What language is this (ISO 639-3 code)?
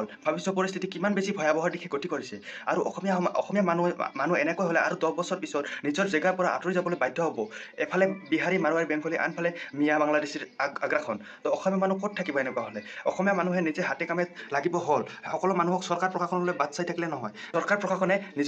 asm